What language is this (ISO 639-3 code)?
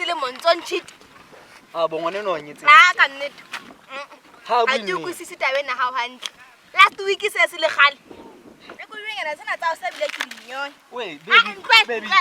sot